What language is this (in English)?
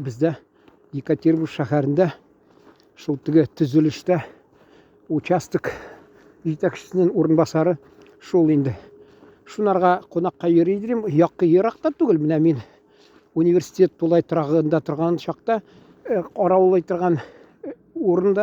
Tatar